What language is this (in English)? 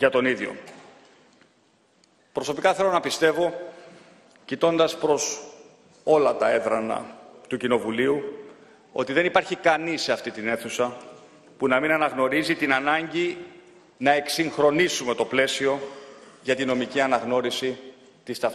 Greek